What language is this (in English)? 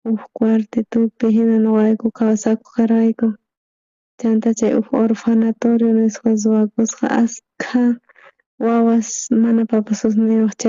South Bolivian Quechua